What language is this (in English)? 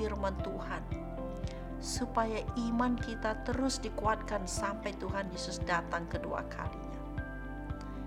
Indonesian